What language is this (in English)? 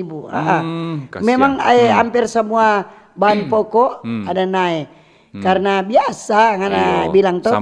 Manado Malay